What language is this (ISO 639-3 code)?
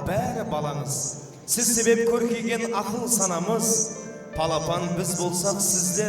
kaa